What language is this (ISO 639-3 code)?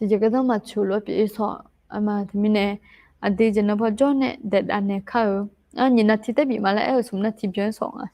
ahk